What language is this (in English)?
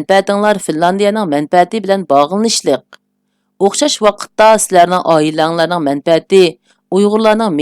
Uyghur